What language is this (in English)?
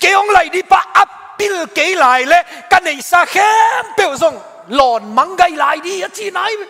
Tedim Chin